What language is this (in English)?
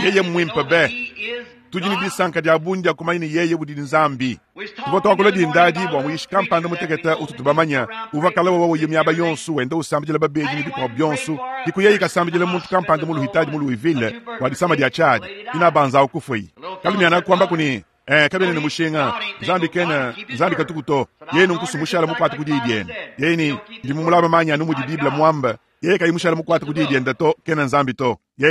Luba-Lulua